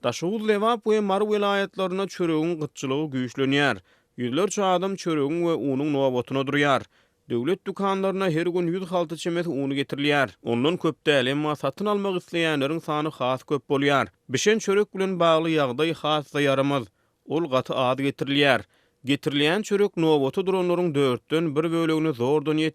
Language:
Turkmen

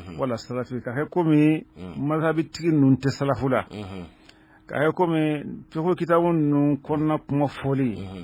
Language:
Bambara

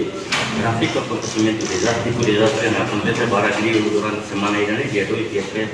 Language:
Tetum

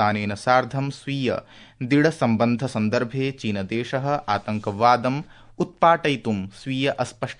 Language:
Sanskrit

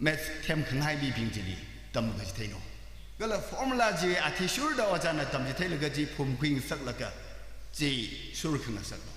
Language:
Tangkhul Naga (India)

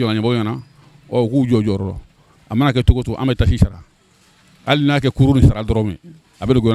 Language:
Bambara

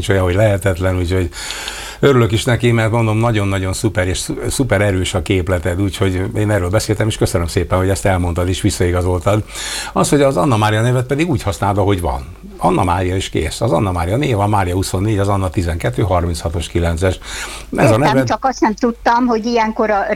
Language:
Hungarian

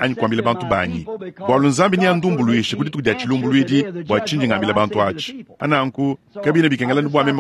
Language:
Luba-Lulua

